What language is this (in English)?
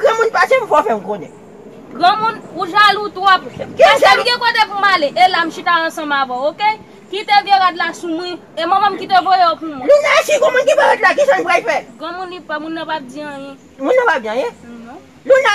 Haitian Creole